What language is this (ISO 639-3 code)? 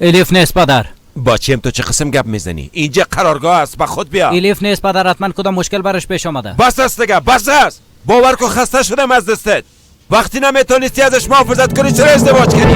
fas